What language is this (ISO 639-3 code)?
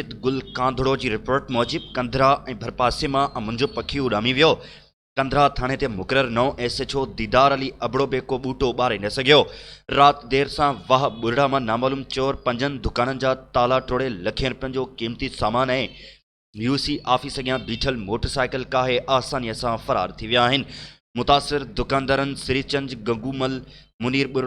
snd